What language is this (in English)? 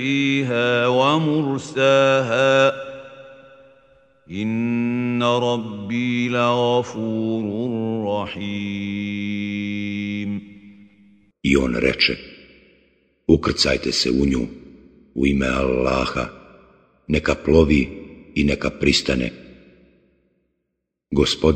Bosnian